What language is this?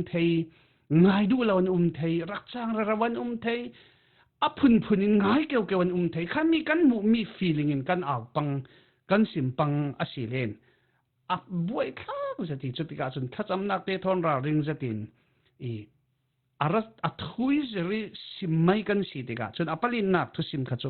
Falam Chin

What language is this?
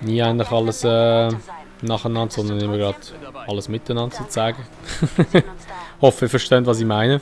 Swiss German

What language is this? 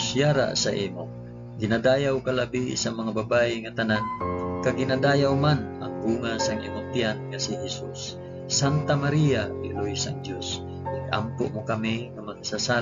Hiligaynon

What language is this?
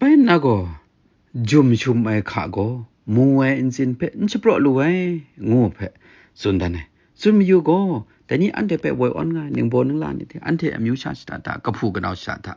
Kachin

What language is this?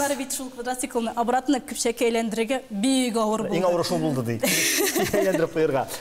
Tatar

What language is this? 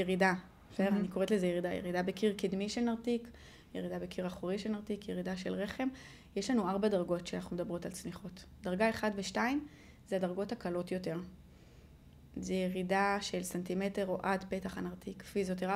Hebrew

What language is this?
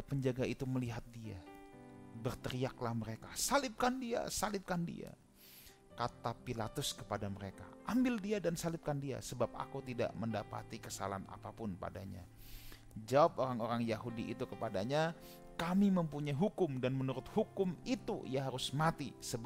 Indonesian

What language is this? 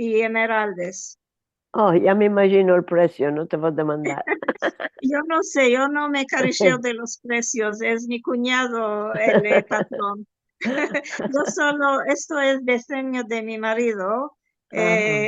Ladino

